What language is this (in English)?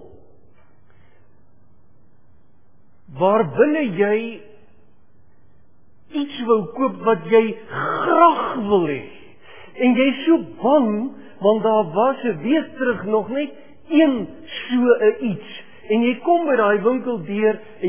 Afrikaans